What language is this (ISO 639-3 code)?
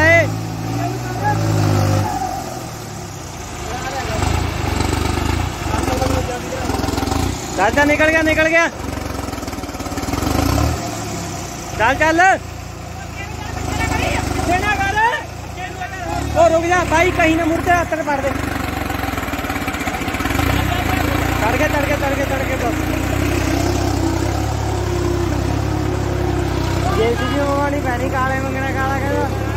pan